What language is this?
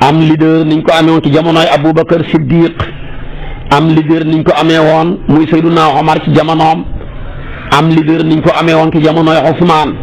Wolof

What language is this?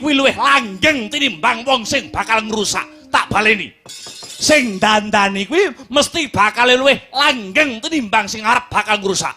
Javanese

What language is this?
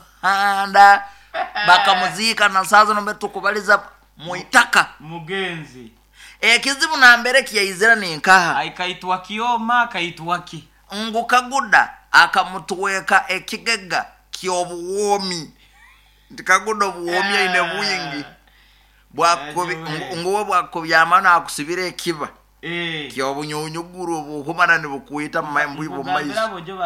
Nyoro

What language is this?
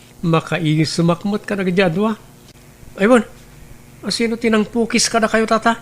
Iloko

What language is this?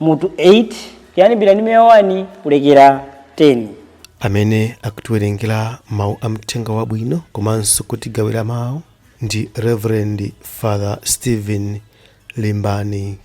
Nyanja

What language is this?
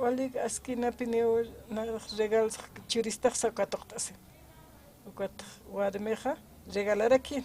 Aymara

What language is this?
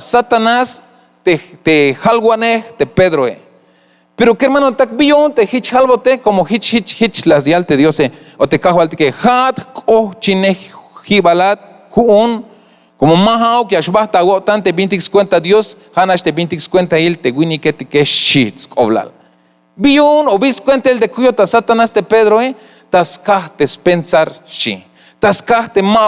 Tzeltal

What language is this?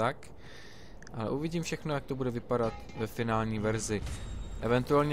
Czech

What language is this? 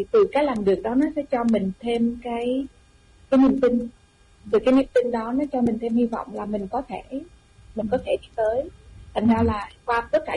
Vietnamese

